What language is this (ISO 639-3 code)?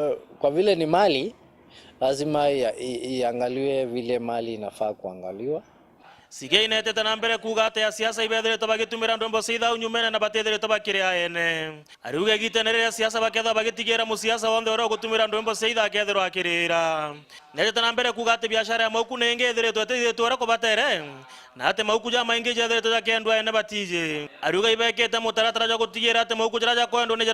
mer